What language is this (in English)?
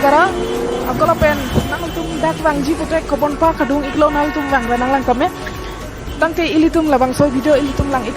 Karbi